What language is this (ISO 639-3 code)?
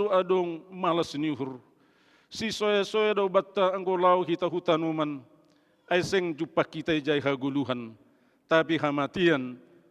bts